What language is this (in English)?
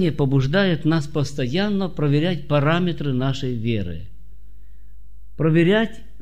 Russian